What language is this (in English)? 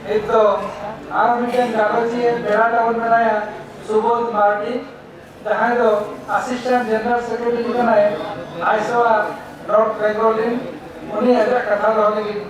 Santali